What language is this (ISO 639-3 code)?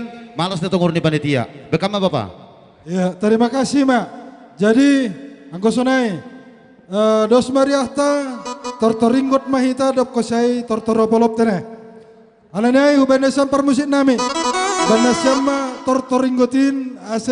bts